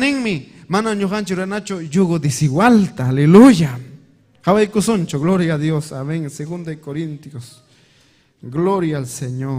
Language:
Ayacucho Quechua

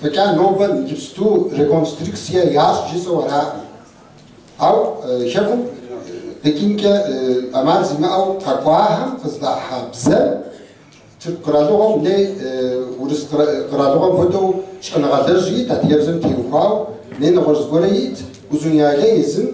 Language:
Kabardian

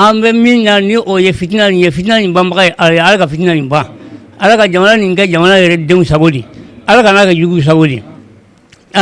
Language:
Bambara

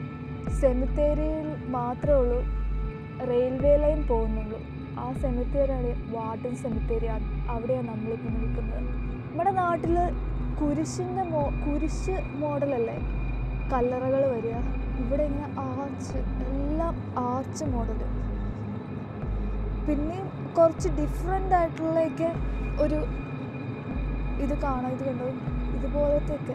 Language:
Malayalam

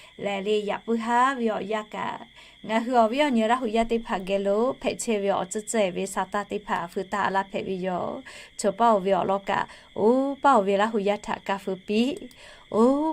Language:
Lahu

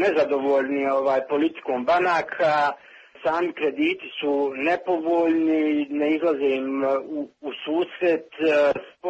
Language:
Croatian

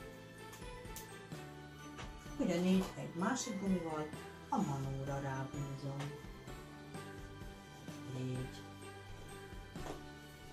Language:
Hungarian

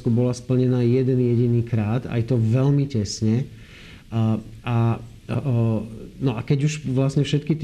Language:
Slovak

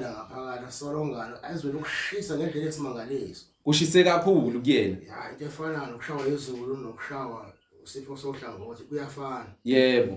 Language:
Zulu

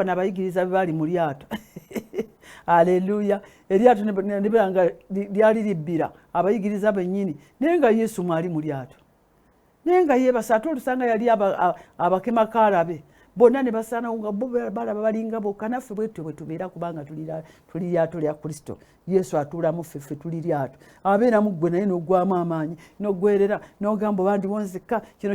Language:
Ganda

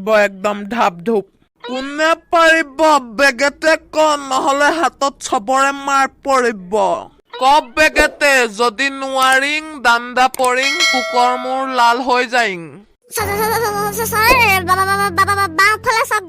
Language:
Assamese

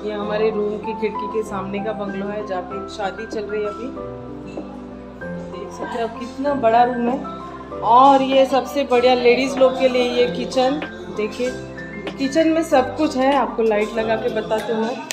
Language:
Hindi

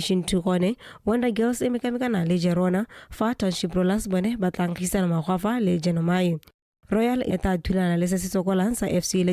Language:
Tswana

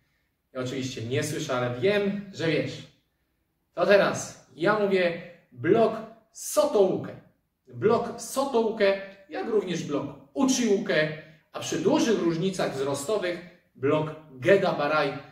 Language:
Polish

